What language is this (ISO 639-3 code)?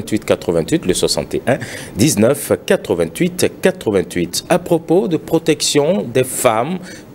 fra